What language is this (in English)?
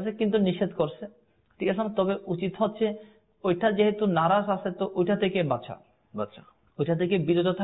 Bangla